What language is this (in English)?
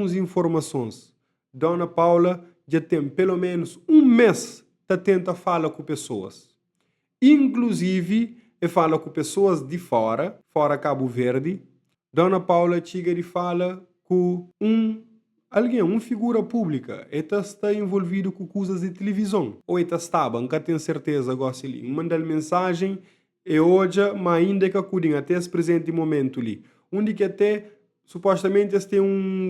Kabuverdianu